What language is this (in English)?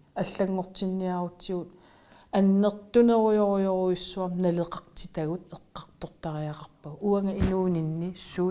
Kalaallisut